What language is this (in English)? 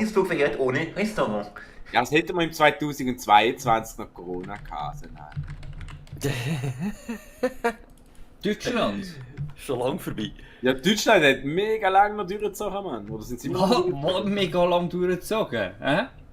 Swiss German